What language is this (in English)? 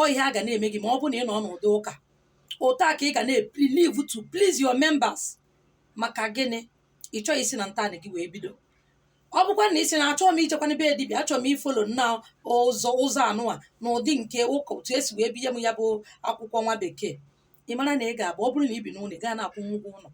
Igbo